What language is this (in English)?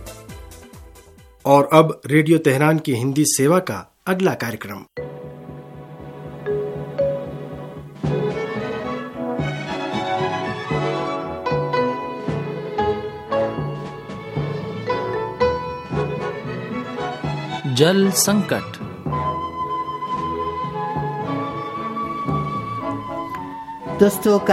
Hindi